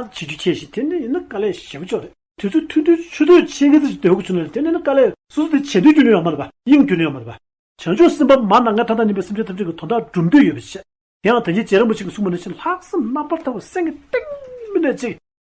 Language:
Tibetan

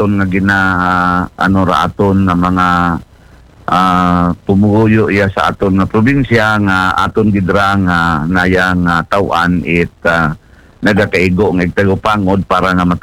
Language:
Aklanon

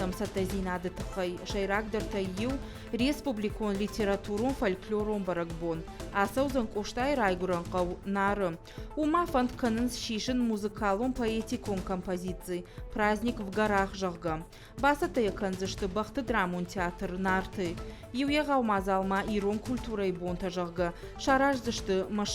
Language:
Ossetic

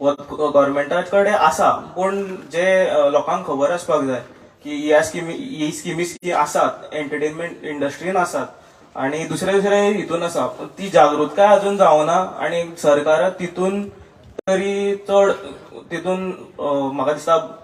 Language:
Konkani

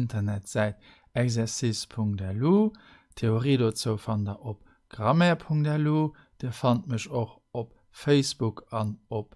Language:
Luxembourgish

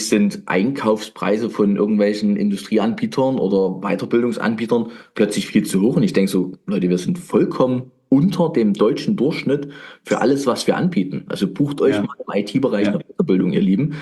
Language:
German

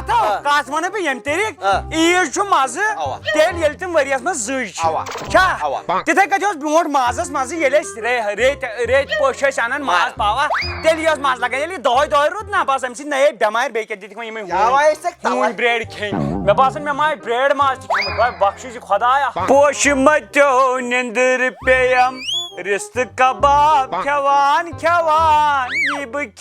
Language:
Kashmiri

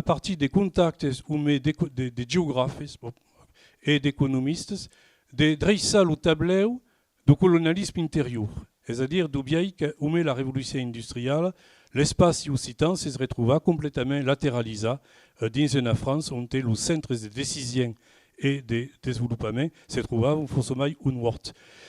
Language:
Occitan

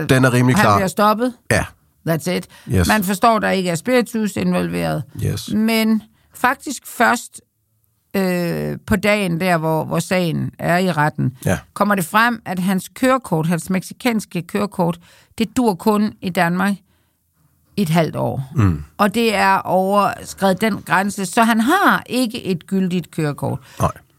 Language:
Danish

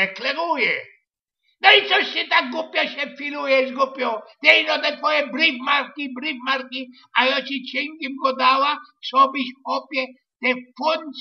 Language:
Silesian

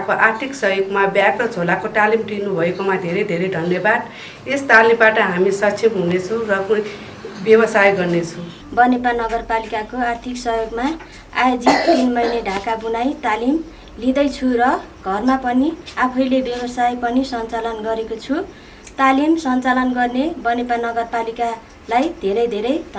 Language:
Nepali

